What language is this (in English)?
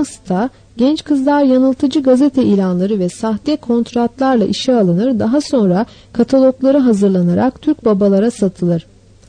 Turkish